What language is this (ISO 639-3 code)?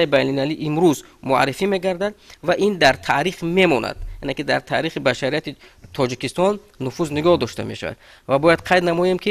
tgk